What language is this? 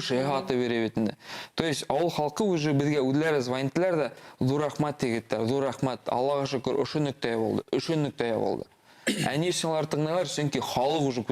Bashkir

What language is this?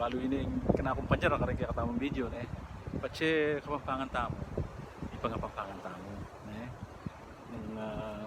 Pampanga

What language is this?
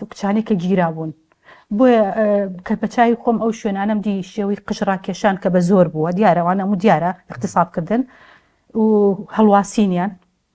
Central Kurdish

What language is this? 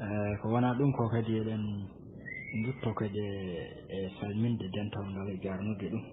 Fula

